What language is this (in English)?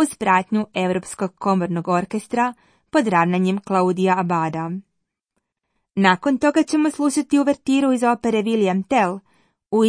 Croatian